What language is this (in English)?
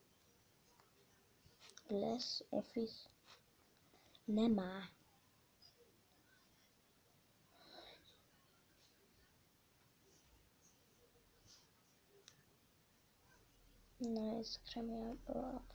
Hungarian